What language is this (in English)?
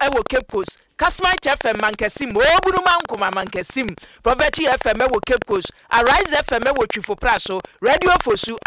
Akan